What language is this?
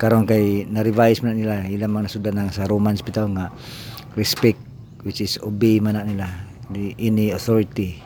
Cebuano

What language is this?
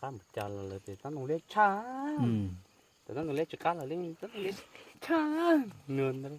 Hmong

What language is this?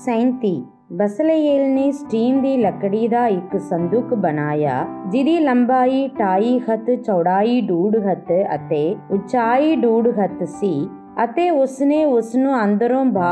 Punjabi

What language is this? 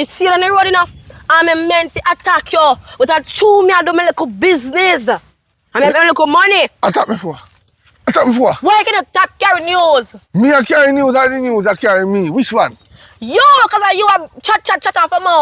Jamaican Creole English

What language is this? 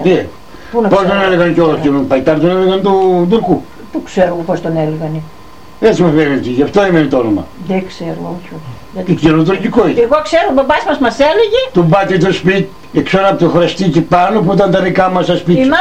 Greek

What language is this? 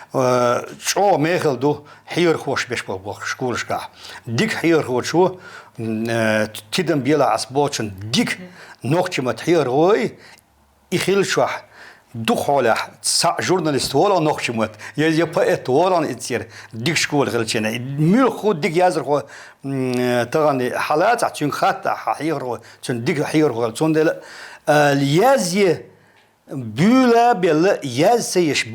Chechen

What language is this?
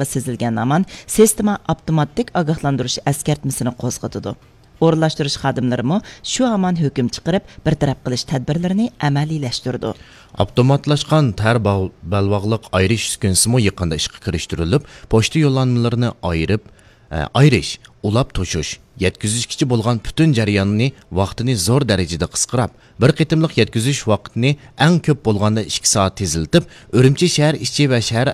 Uyghur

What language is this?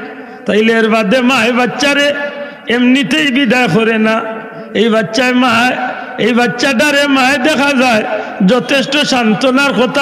Sylheti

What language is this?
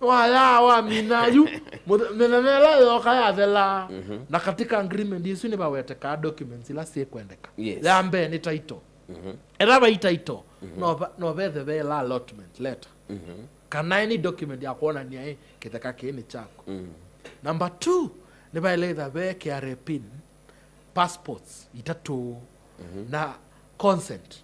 Kamba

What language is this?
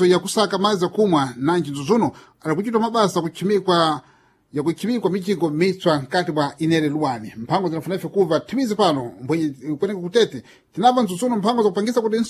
Sena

